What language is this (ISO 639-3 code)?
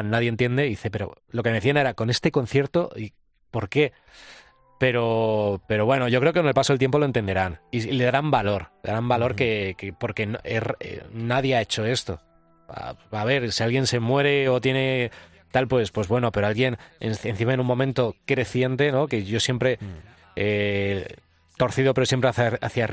spa